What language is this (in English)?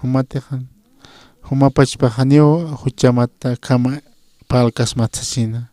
Aymara